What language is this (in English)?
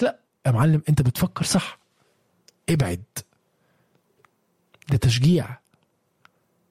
Egyptian Arabic